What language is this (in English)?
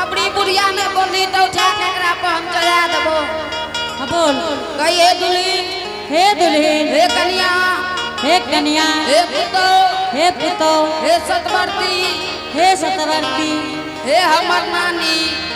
Angika